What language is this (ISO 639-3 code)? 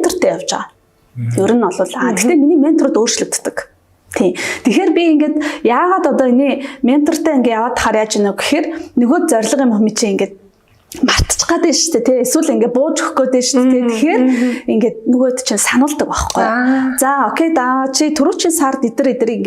mon